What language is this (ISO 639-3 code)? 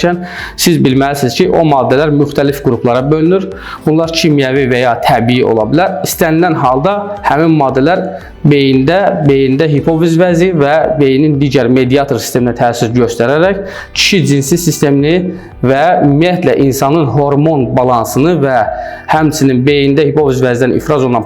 aze